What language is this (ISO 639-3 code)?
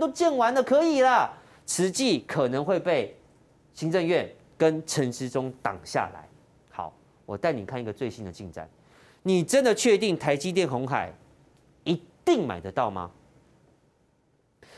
zho